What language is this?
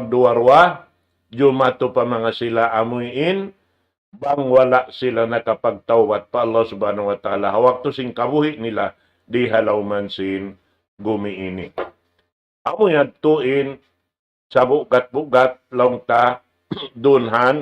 Tausug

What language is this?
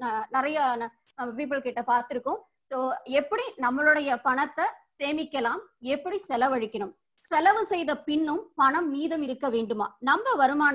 Tamil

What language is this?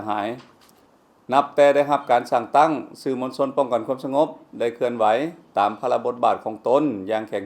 Lao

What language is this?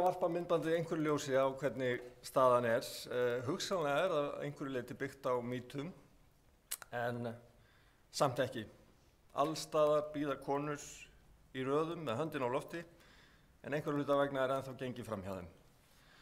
Icelandic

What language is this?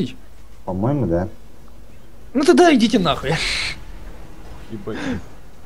Russian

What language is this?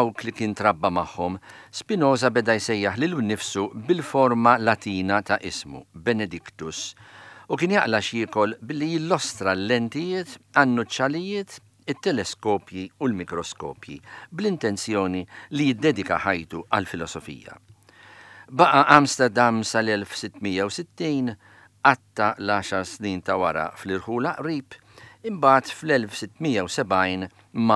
Maltese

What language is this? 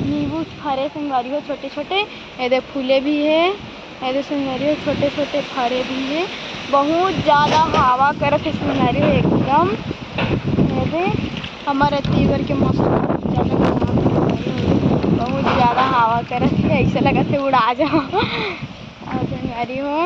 Chhattisgarhi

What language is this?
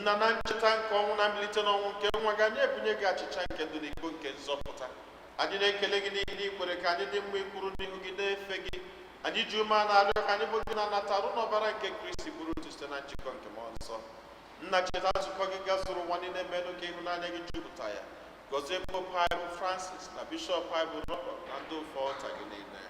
Igbo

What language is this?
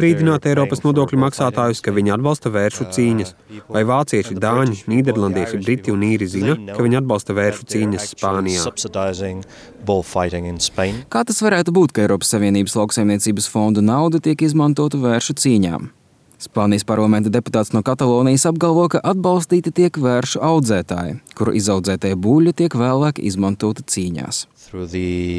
Latvian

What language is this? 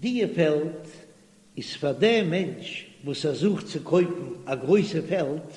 Yiddish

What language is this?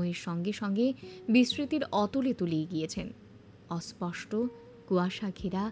Bangla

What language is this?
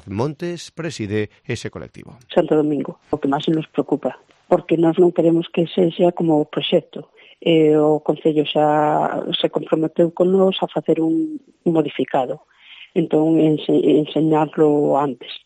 Galician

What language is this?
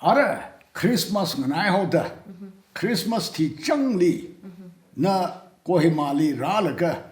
Tangkhul Naga (India)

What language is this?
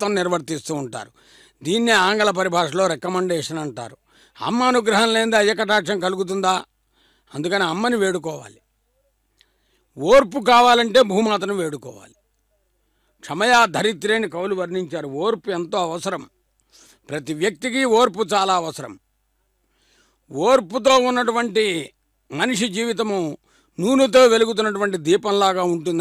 Telugu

